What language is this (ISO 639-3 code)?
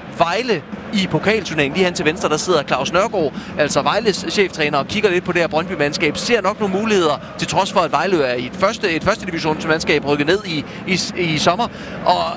dan